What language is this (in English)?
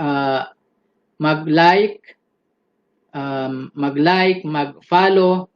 Yakan